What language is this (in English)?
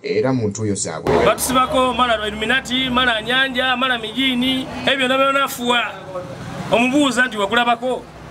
Ganda